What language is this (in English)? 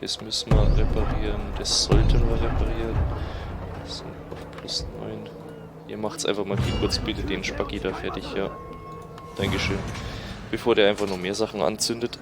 Bavarian